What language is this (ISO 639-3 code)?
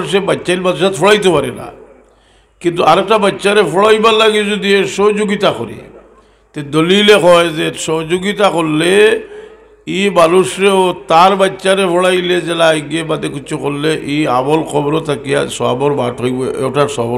syl